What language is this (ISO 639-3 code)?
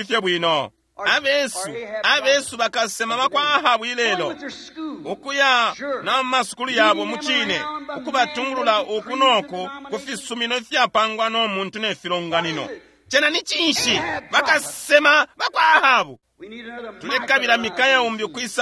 bem